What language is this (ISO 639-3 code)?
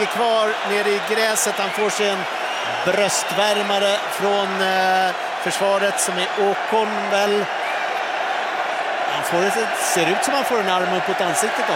swe